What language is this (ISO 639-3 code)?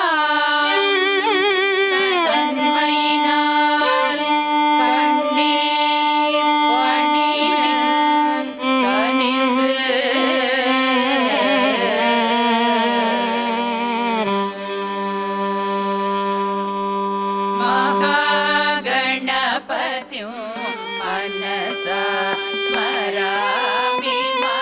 tam